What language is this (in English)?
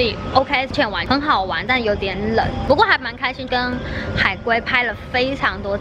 Chinese